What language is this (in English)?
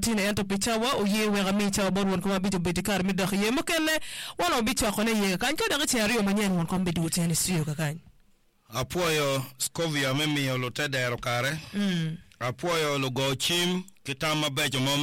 Acoli